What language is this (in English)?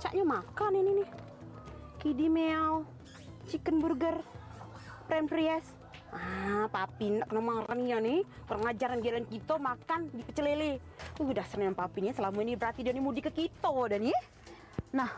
Musi